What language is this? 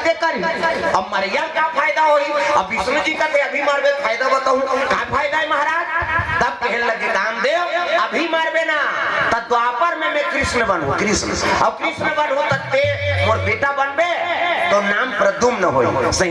Chhattisgarhi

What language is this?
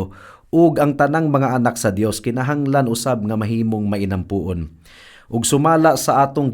Cebuano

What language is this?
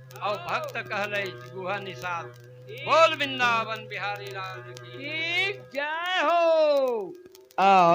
Chhattisgarhi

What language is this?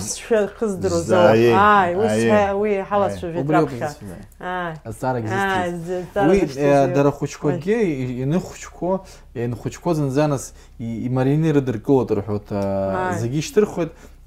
Abkhazian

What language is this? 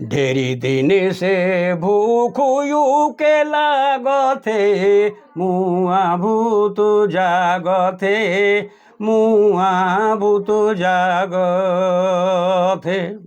Sadri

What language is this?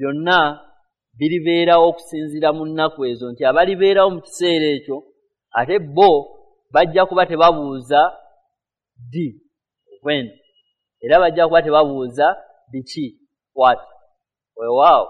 Ganda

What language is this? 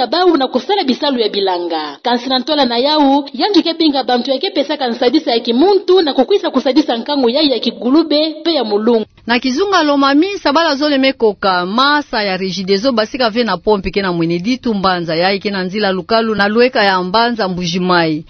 Kituba (Democratic Republic of Congo)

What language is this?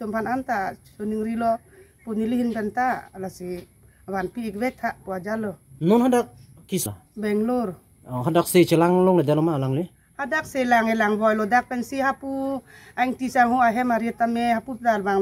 Karbi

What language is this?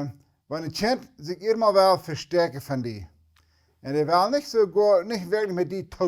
Plautdietsch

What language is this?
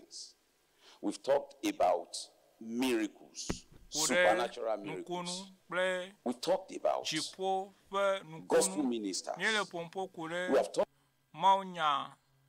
Ewe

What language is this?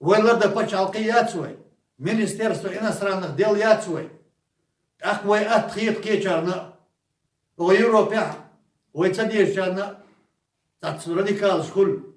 Chechen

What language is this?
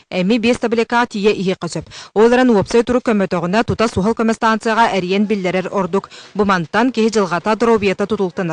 Yakut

